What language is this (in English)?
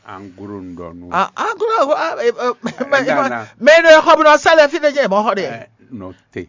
Fon